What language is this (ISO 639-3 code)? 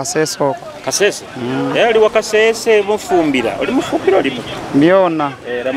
nyo